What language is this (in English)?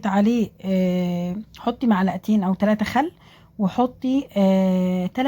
Egyptian Arabic